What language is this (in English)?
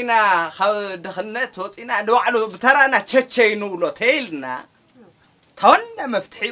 Tigrinya